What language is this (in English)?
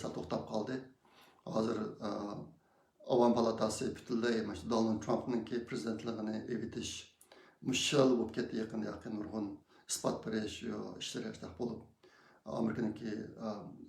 Uyghur